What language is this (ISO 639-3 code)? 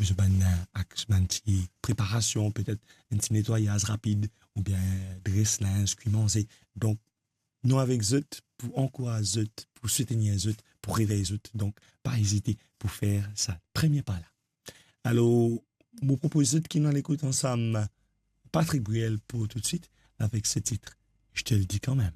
mfe